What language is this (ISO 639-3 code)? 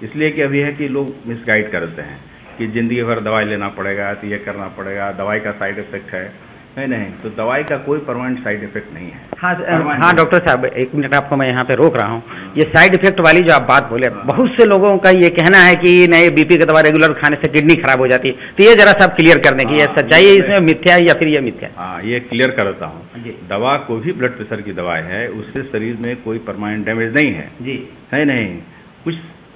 hin